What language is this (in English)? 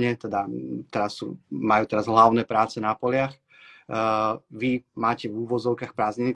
Slovak